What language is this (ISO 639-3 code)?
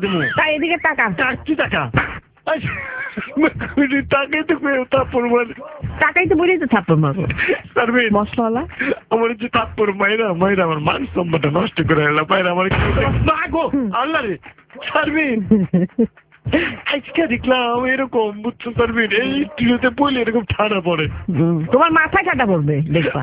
ben